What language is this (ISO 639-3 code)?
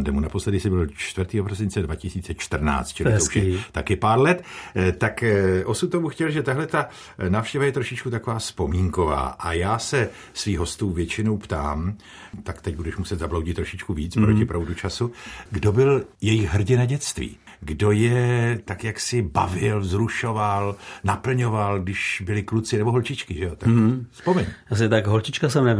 ces